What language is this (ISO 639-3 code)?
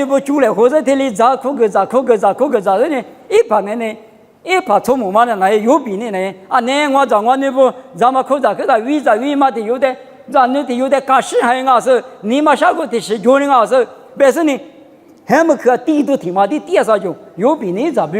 lis